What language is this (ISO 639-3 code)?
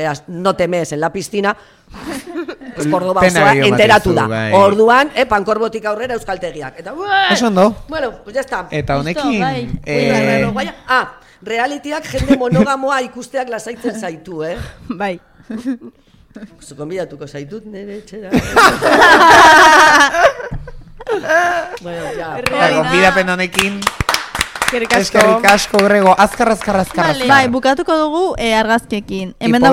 eus